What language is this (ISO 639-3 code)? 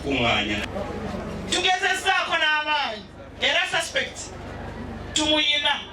lug